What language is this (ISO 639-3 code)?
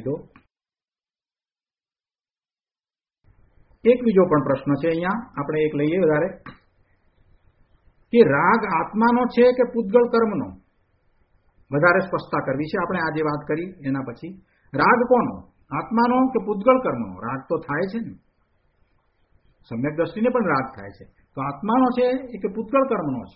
guj